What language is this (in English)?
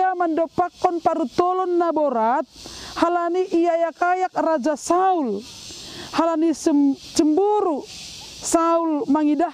Batak Simalungun